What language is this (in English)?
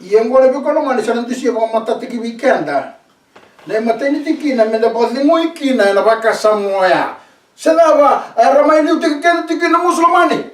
Fijian